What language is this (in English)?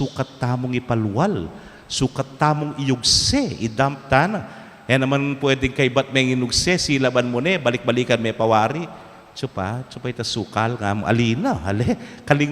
Pampanga